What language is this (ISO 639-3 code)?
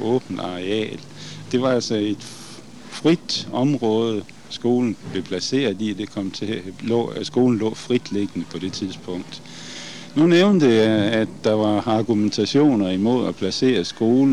dan